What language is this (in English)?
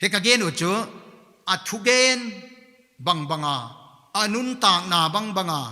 Paite Chin